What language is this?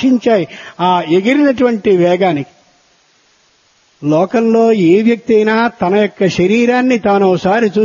Telugu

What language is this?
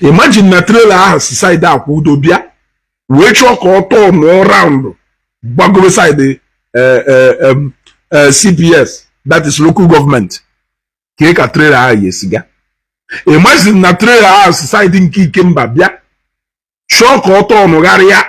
Igbo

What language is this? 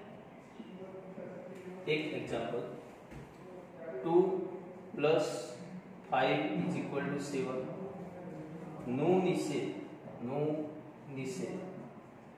Gujarati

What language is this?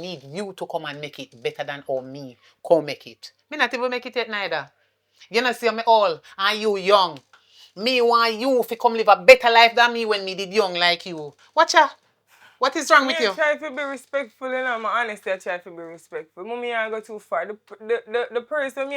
Jamaican Creole English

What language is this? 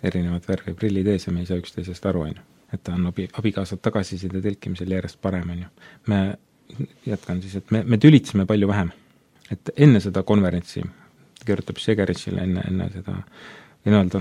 Estonian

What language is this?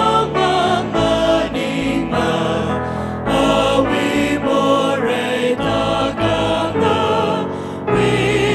Tangkhul Naga (India)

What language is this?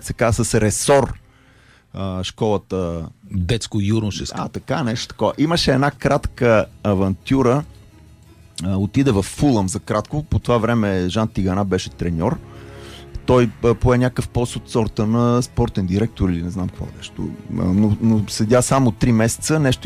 Bulgarian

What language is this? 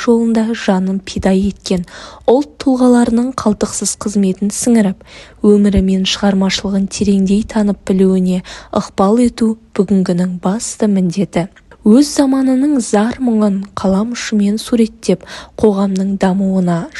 Kazakh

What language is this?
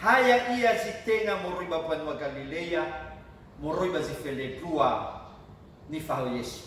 Nias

